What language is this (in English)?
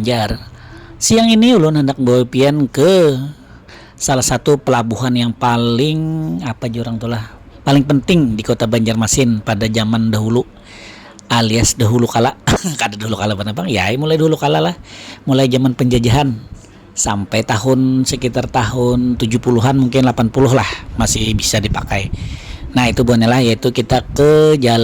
Banjar